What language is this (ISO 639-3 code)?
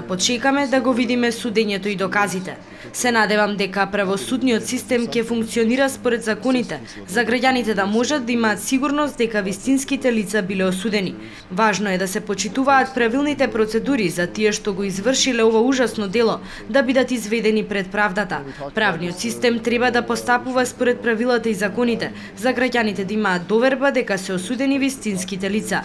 mkd